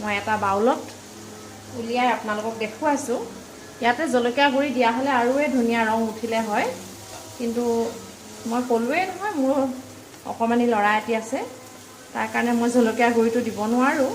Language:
Assamese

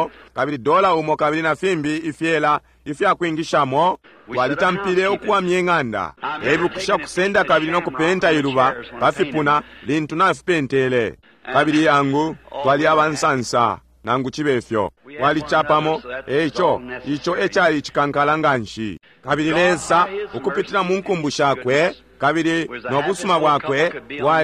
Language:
Bemba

